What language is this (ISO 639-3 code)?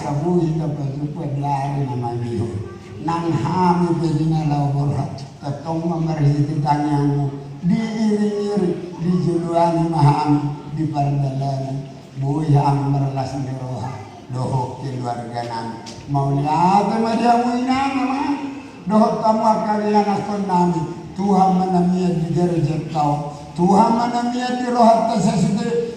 bbc